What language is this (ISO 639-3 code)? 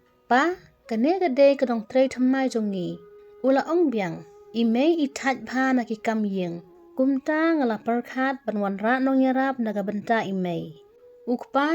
kha